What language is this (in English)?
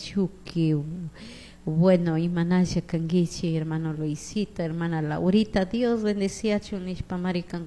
Chimborazo Highland Quichua